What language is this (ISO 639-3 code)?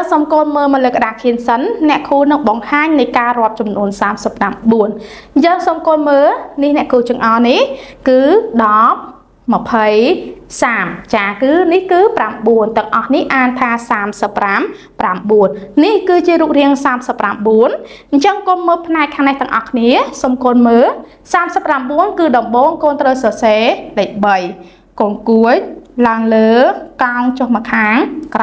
khm